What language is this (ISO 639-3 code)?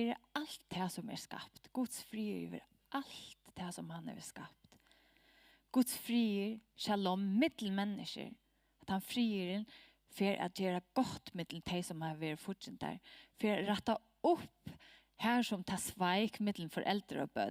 fao